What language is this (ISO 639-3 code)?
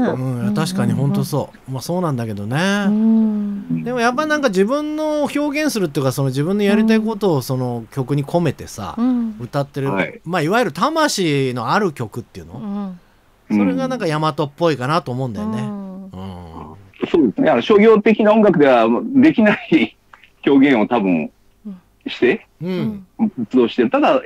jpn